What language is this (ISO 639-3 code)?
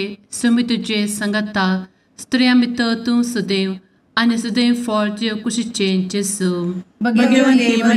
kok